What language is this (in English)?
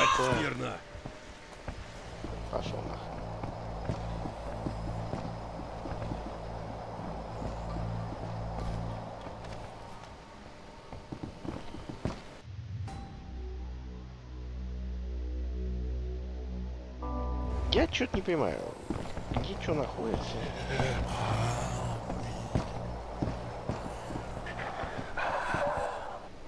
Russian